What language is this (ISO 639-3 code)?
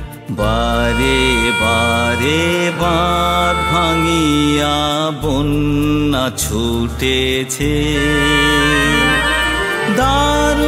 ben